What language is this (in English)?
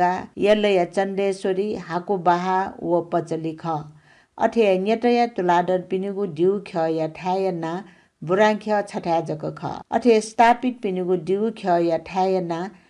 Newari